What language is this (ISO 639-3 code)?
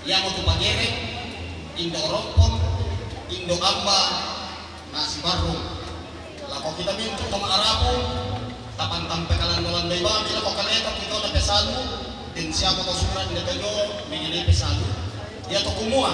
sda